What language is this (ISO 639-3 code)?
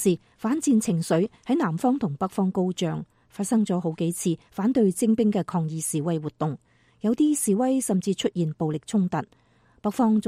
yue